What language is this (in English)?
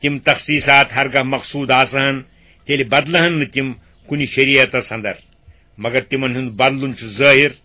Kashmiri